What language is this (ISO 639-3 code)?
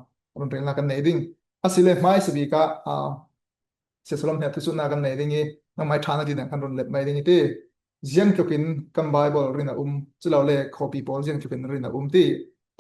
cfm